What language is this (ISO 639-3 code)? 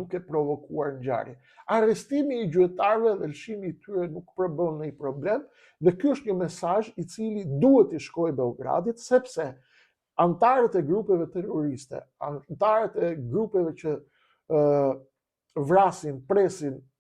sqi